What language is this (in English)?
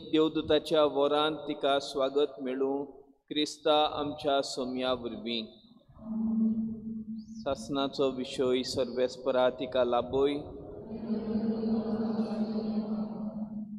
Konkani